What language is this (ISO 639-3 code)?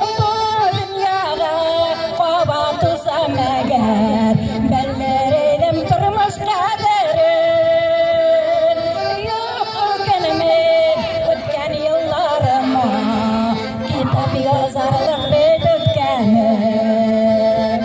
tat